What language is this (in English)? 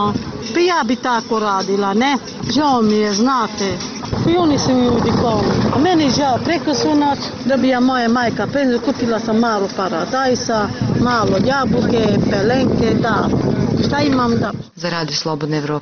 Serbian